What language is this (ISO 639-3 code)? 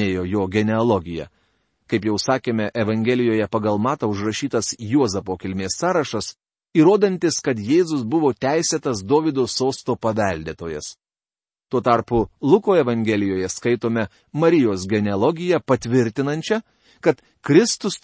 lit